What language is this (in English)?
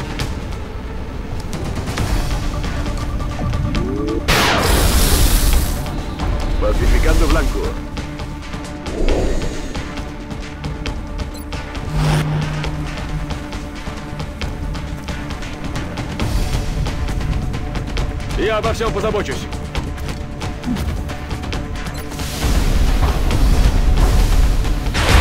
English